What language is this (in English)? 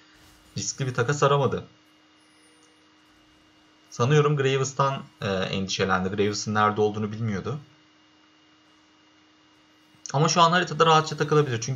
Turkish